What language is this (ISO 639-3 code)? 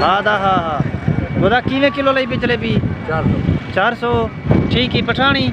skr